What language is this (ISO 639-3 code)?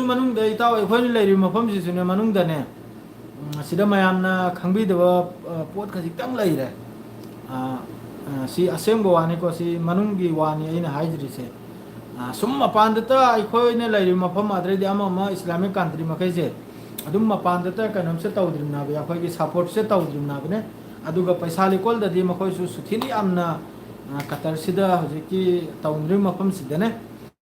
mni